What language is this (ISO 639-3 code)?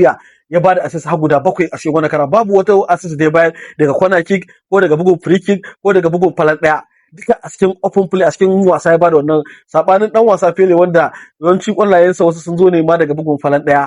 hau